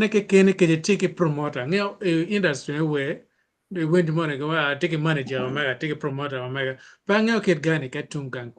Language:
Acoli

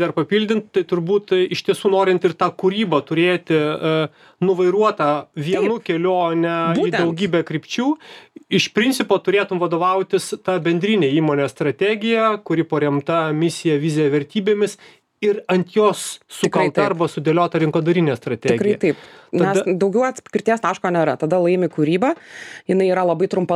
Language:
Lithuanian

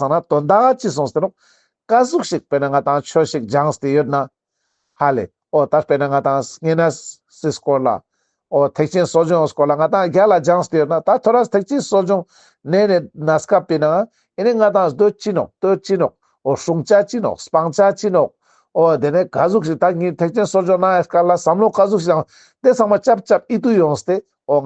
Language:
Ladakhi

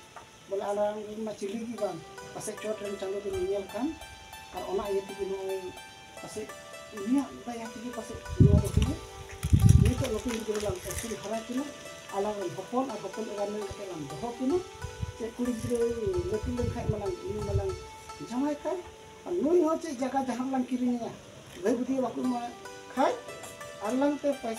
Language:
Santali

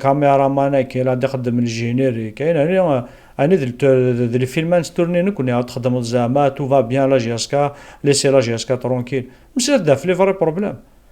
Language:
Kabyle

